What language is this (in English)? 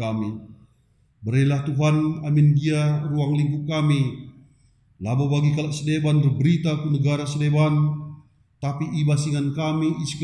Batak Karo